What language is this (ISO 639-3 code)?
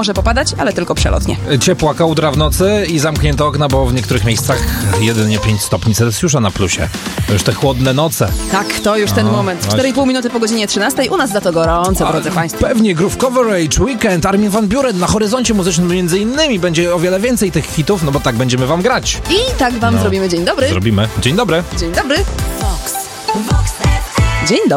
pol